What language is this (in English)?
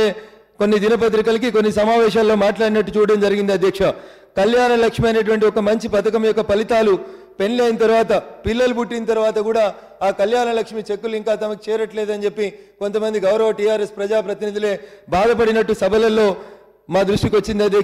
Telugu